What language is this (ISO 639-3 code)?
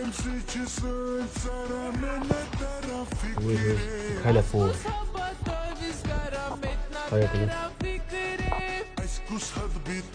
kas